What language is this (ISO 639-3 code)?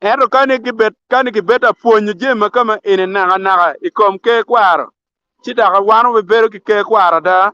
ach